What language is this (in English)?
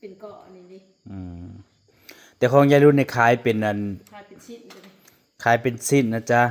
Northeastern Thai